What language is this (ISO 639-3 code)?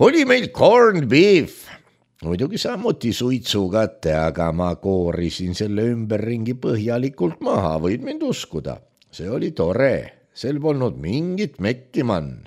est